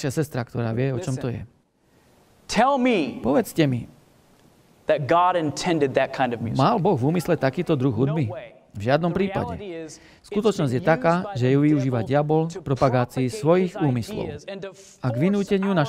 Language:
Slovak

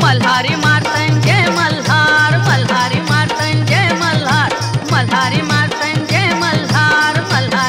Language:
Marathi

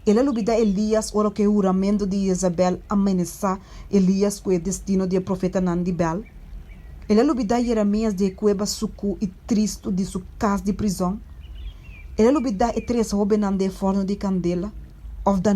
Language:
Papiamento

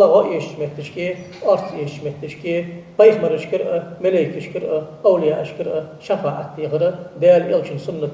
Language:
Ingush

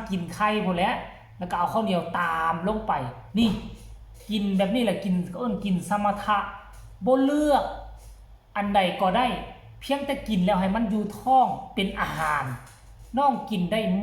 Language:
Northeastern Thai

